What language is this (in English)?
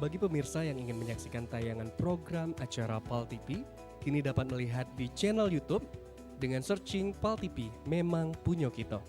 Musi